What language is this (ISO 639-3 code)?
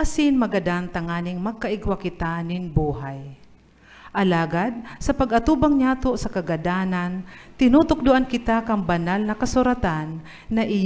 bik